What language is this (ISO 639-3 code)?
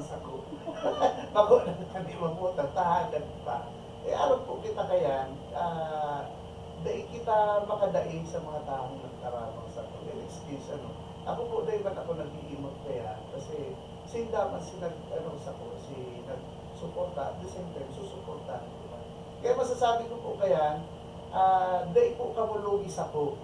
bik